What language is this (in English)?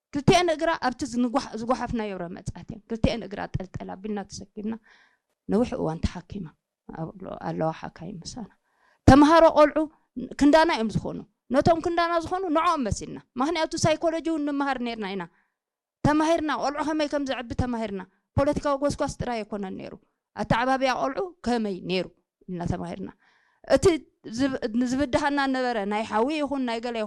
Tigrinya